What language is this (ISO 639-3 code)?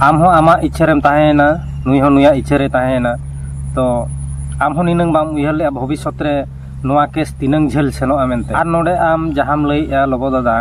sat